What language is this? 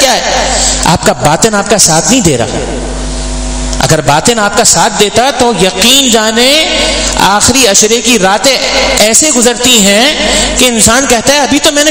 Urdu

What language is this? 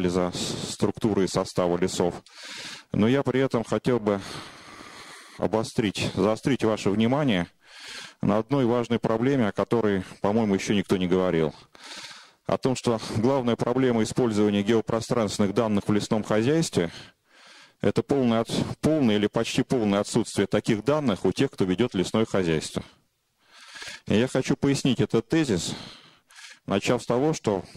Russian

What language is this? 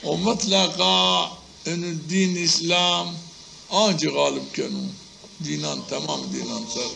Zaza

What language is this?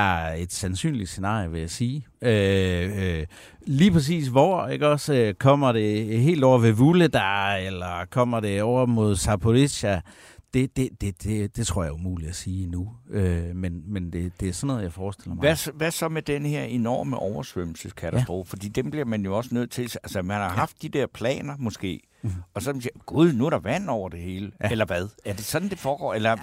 Danish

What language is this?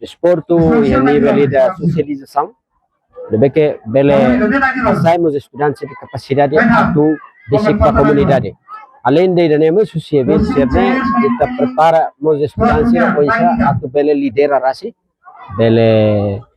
Tetum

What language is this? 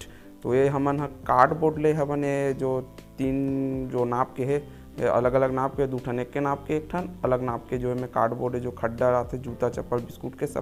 Chhattisgarhi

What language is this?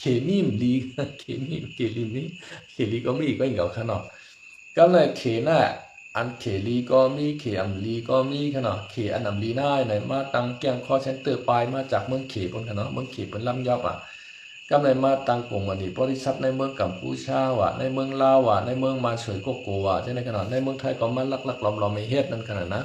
Shan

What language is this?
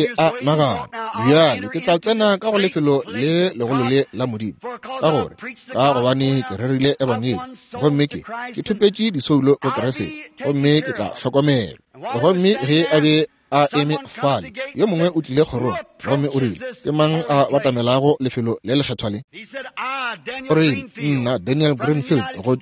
Northern Sotho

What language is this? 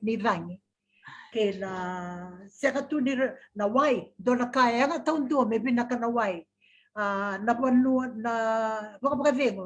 Fijian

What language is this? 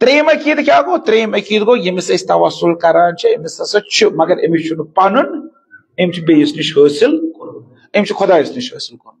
Kashmiri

